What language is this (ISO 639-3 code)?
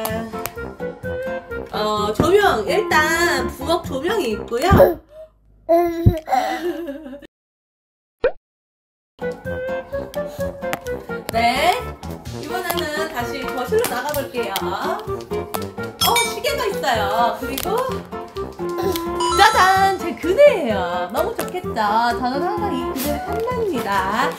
kor